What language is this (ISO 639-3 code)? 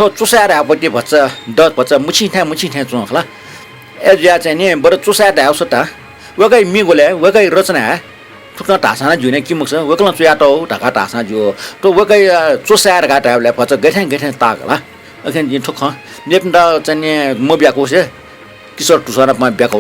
new